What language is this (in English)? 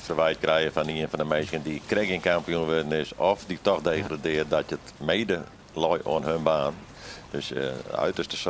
Western Frisian